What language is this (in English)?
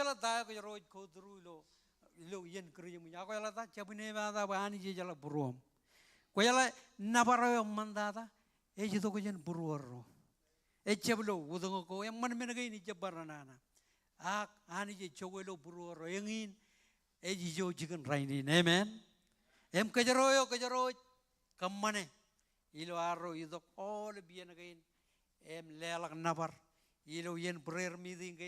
Marshallese